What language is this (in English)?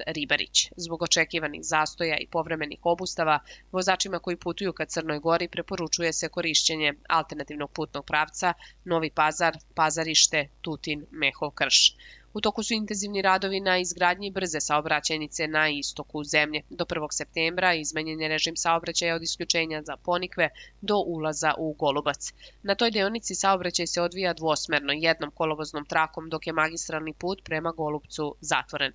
Serbian